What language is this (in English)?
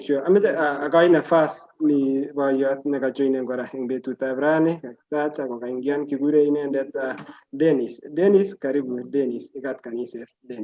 Kalenjin